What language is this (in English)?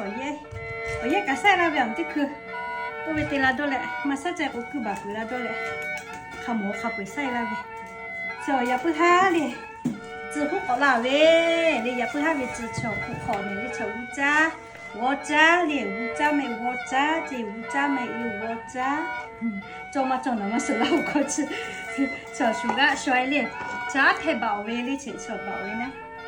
Lahu